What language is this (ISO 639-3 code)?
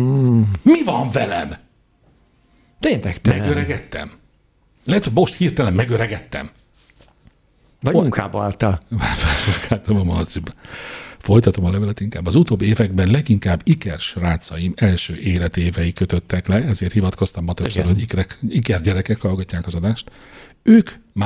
hun